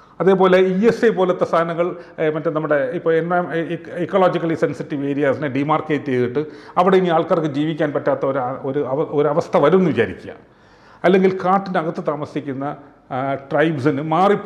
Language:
Malayalam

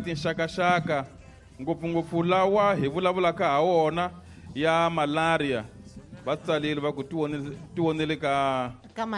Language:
Tsonga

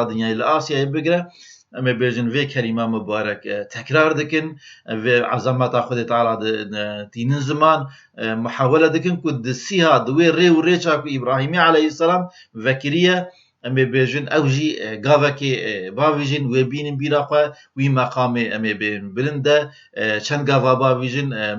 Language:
Kurdish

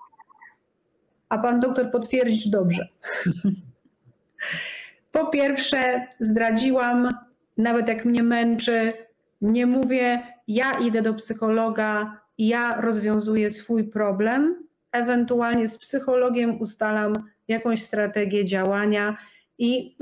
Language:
Polish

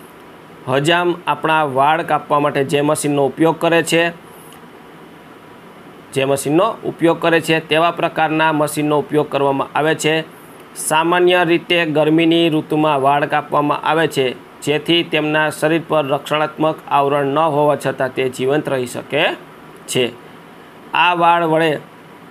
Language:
Gujarati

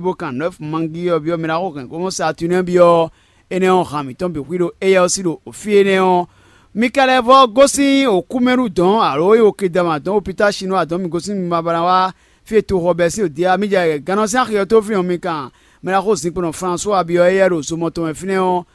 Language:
Fon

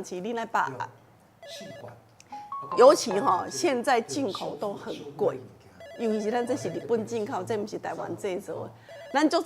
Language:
Min Nan Chinese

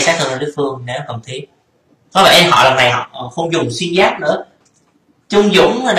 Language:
Vietnamese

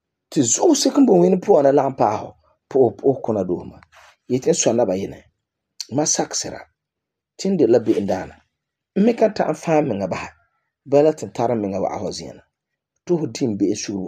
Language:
Frafra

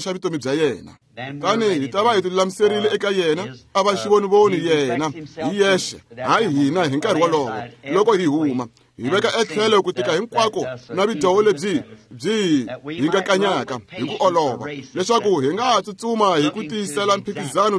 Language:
Tsonga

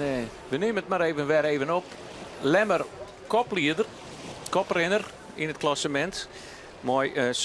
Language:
Western Frisian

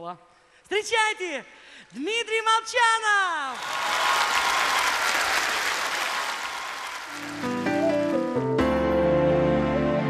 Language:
Russian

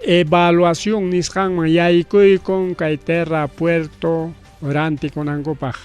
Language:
Ayacucho Quechua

